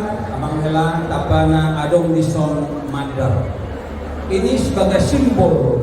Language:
Batak Toba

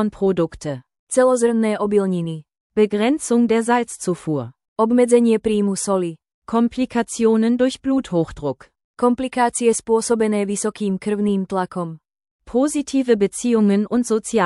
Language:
Slovak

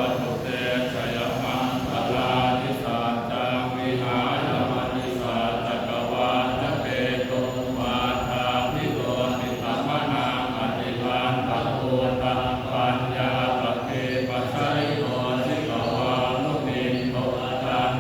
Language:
Pali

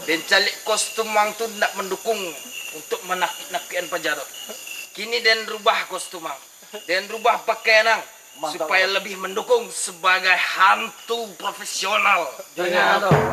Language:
Minangkabau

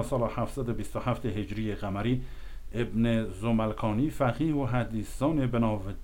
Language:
Kurdish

